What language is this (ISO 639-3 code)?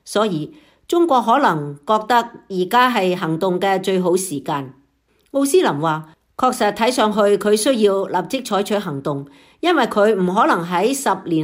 yue